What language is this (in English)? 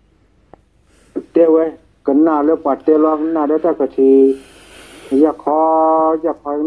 S'gaw Karen